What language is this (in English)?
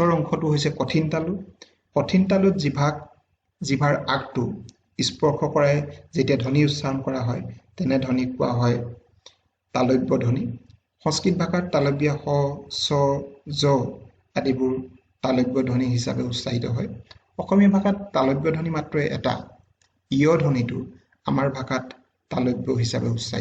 Assamese